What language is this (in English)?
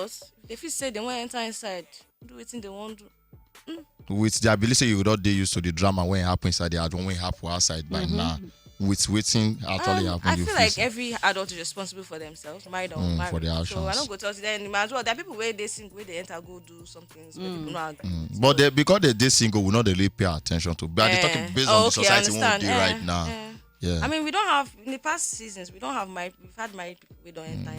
Nigerian Pidgin